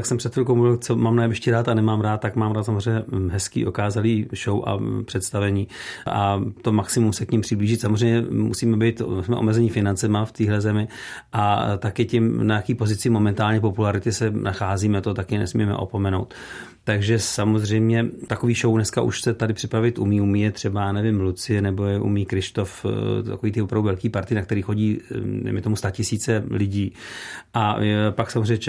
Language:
Czech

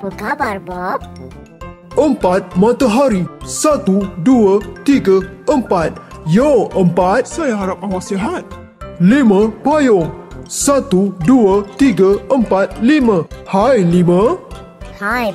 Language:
Malay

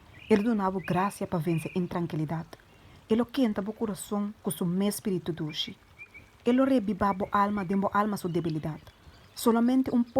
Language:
Papiamento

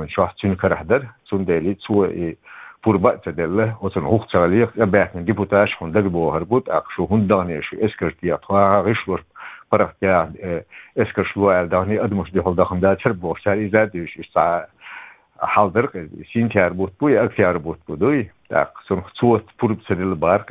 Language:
Chechen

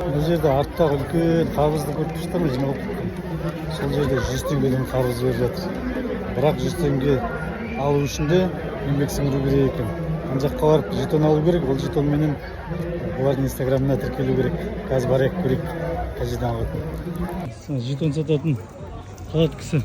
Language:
Kazakh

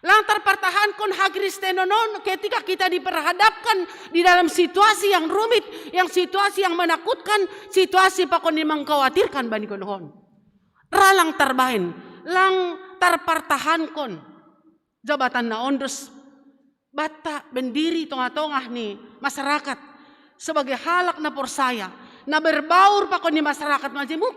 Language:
Batak Simalungun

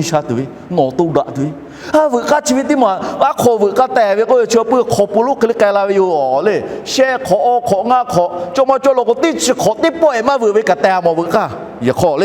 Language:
Lahu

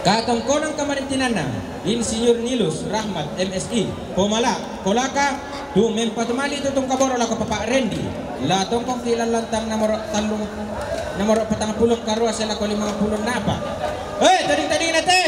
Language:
Toraja-Sa'dan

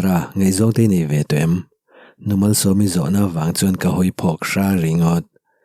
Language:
Mizo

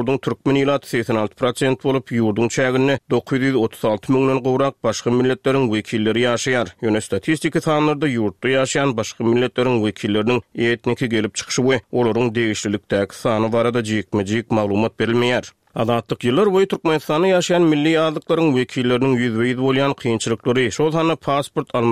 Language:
Turkmen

